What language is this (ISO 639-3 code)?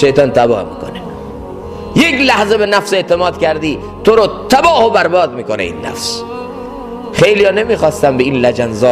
fas